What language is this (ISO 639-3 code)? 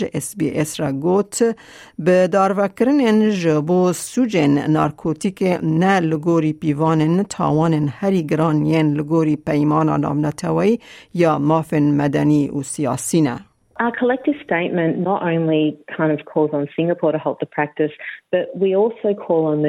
kur